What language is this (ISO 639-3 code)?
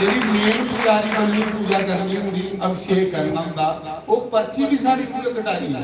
doi